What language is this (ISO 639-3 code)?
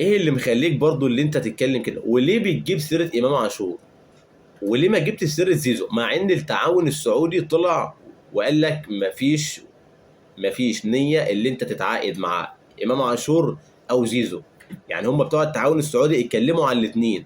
arz